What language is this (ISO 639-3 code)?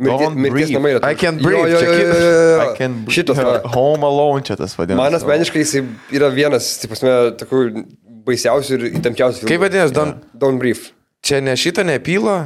lit